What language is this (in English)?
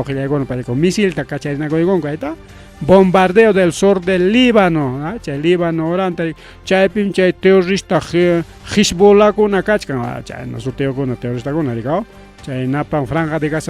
Ayacucho Quechua